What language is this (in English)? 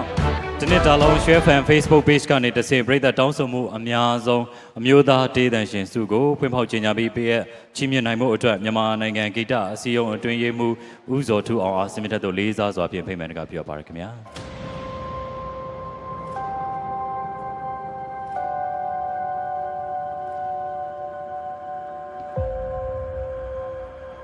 Burmese